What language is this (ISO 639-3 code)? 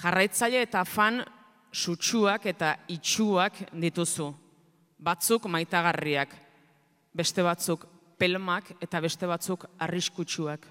eus